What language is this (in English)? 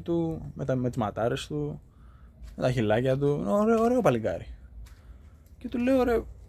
Greek